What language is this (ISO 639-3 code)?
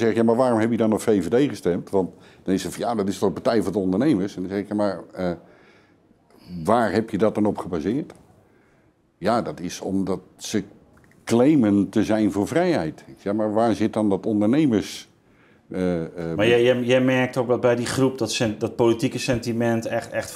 nld